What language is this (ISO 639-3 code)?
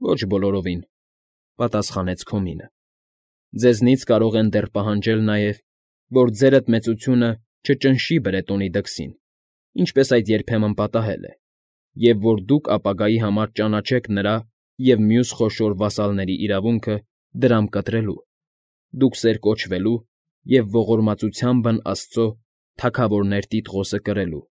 hye